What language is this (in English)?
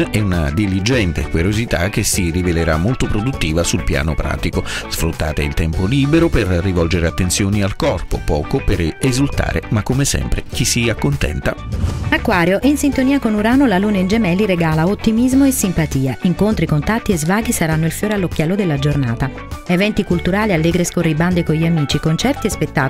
Italian